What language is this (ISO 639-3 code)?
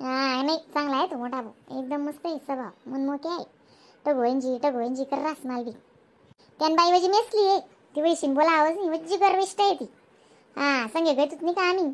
khn